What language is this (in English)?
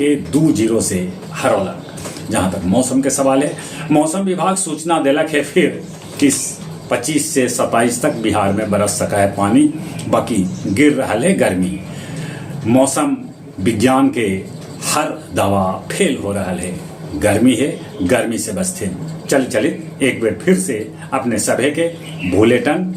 Magahi